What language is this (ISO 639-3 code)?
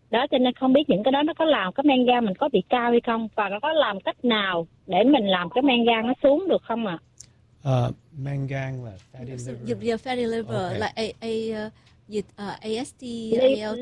vie